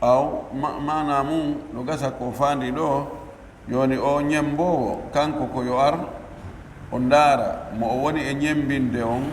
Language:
Pular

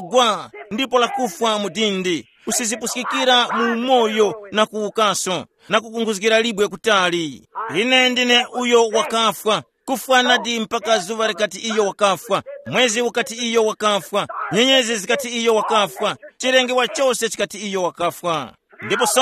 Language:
Tumbuka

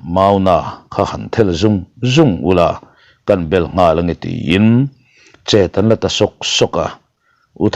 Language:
Mizo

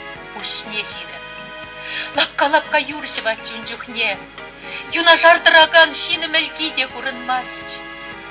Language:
Chuvash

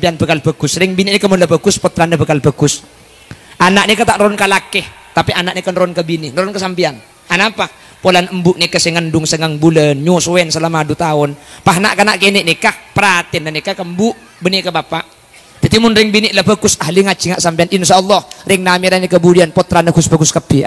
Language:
Madurese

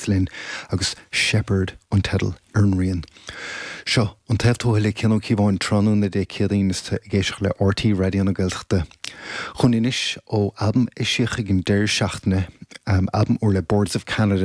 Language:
Irish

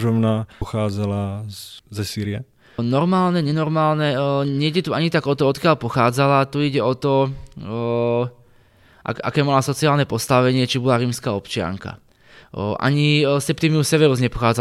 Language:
Slovak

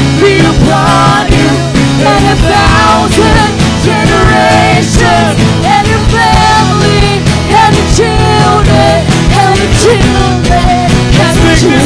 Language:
Waray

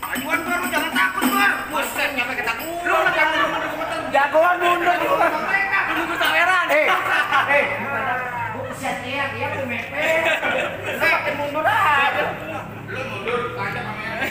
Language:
Betawi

